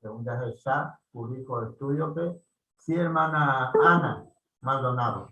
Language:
Guarani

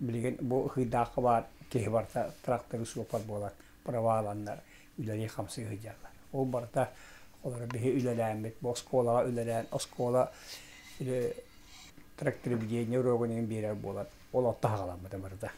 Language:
Yakut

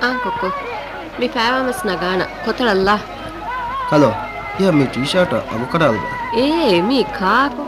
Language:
Divehi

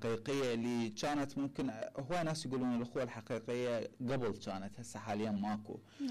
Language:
Mesopotamian Arabic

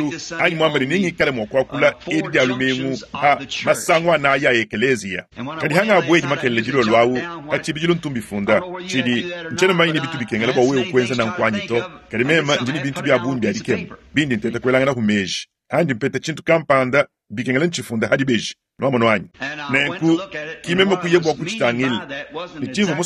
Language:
Luba-Lulua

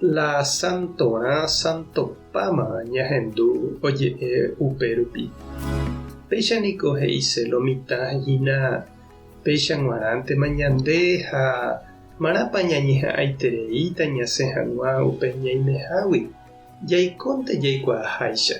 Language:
Guarani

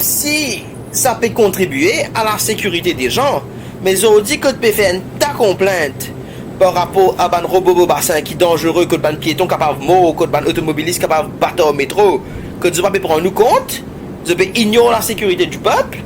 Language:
Morisyen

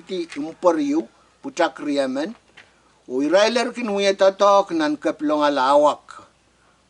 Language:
Pohnpeian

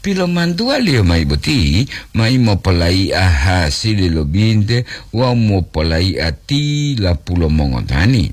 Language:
Gorontalo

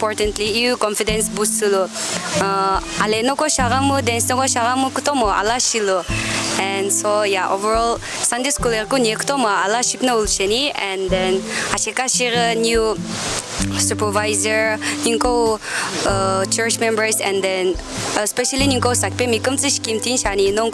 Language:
Sumi Naga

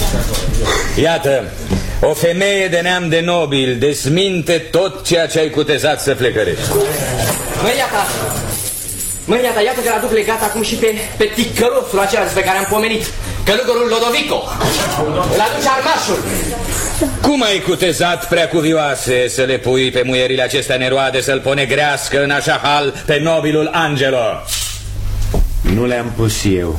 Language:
Romanian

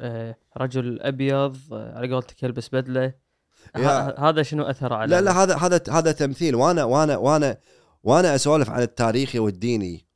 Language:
Gulf Arabic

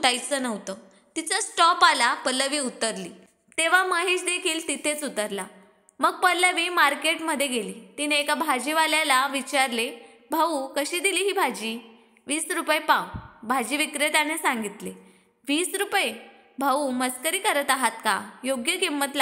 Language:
Marathi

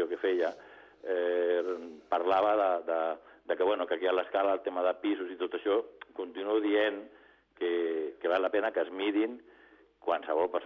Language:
Catalan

